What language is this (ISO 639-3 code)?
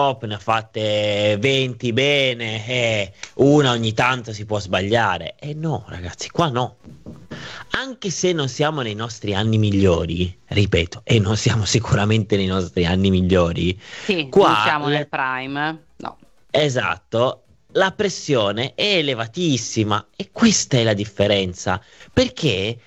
ita